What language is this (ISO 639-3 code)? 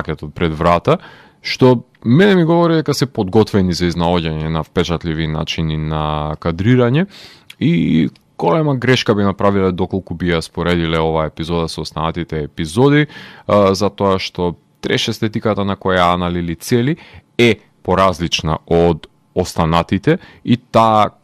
mkd